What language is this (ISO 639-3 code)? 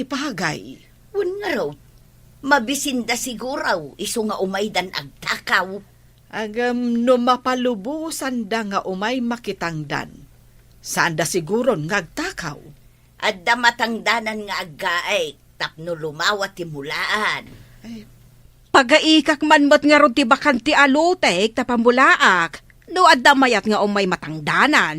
ilo